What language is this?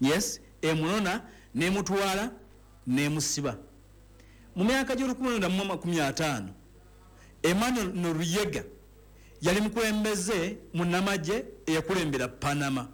Ganda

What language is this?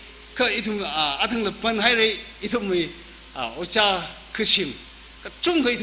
Tangkhul Naga (India)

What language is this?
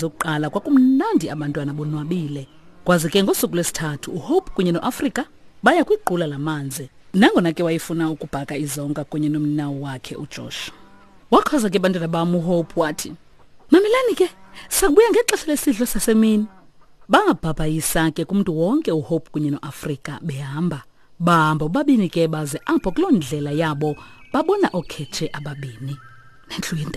Xhosa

